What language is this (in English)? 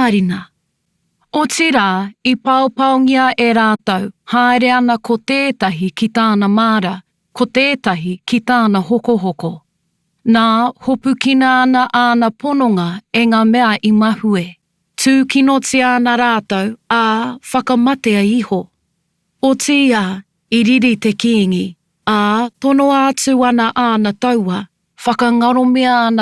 Māori